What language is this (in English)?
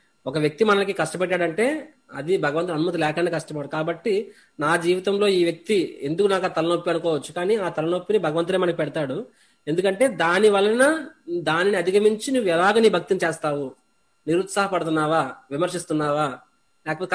Telugu